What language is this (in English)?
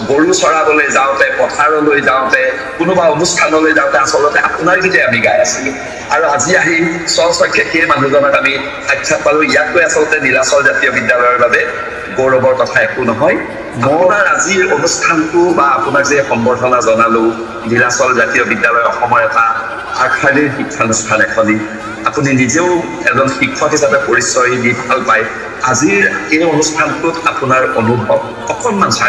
Assamese